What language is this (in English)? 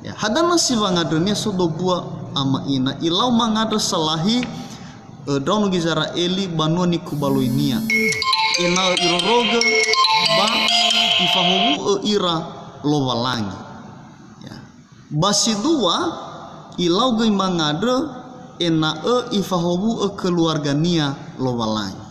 Nias